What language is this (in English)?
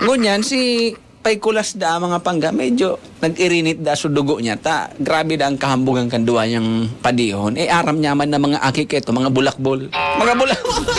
Bikol